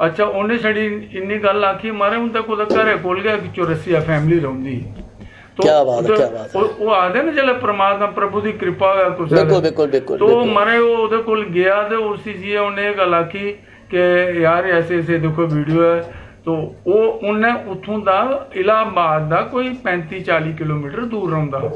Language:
Dogri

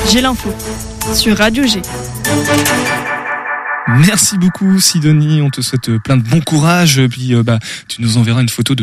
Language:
French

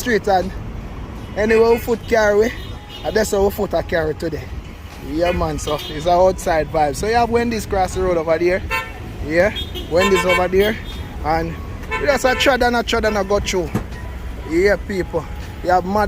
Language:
Jamaican Creole English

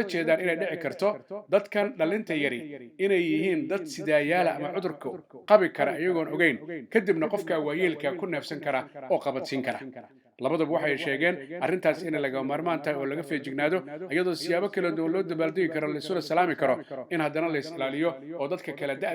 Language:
Somali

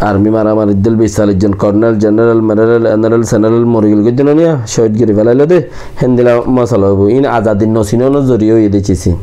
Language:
Rohingya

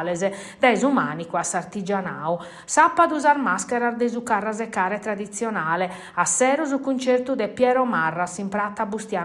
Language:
Sardinian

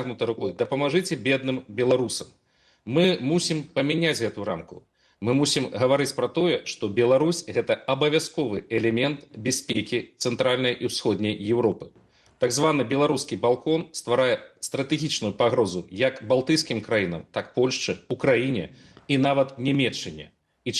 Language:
Belarusian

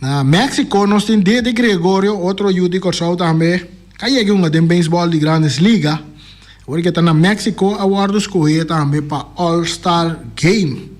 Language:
Papiamento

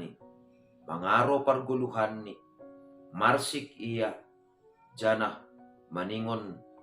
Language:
Batak Simalungun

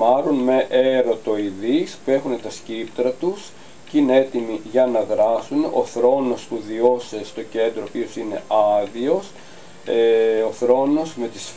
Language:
Greek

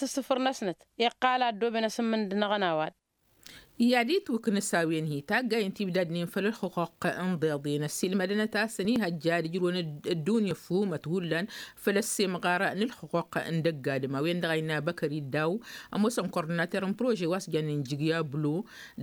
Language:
Tamasheq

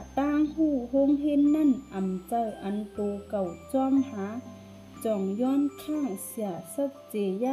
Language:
Shan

